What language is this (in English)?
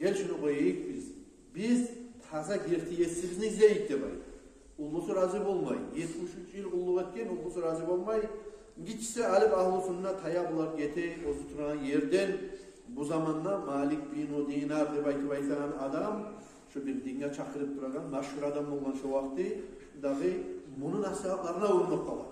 Kumyk